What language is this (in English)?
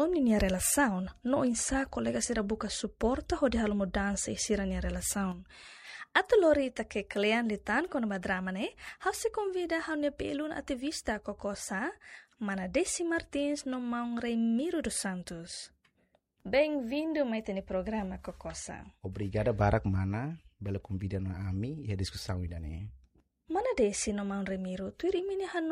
Tetum